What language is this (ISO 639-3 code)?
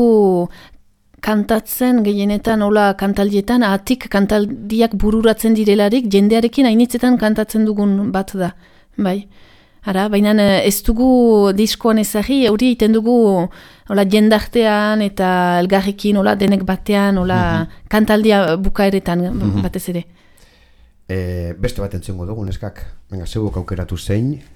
eus